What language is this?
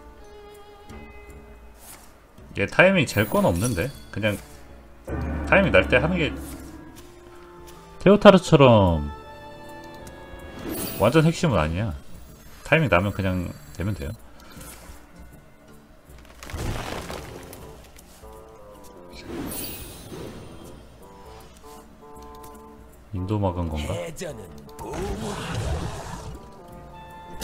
Korean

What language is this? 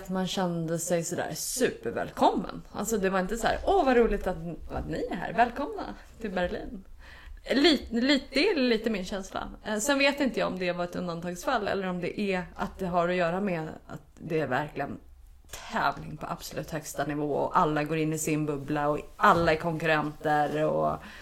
Swedish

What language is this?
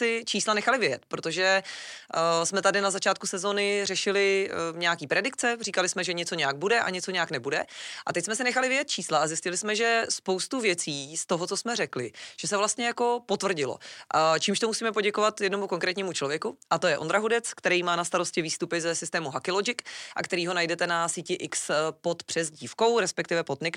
Czech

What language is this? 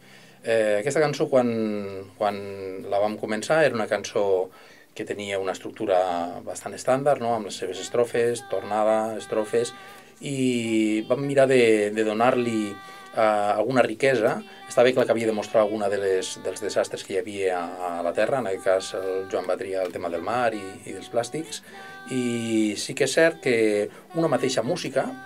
Catalan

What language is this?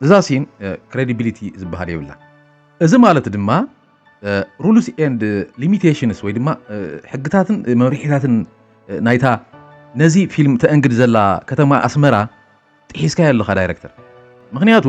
Tigrinya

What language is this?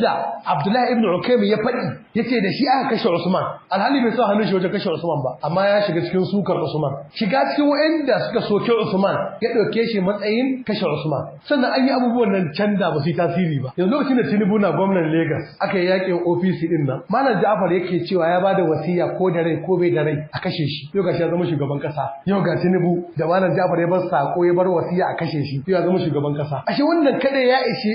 Hausa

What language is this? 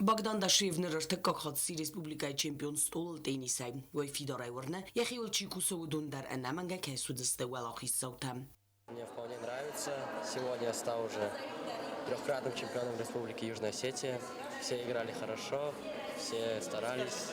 Ossetic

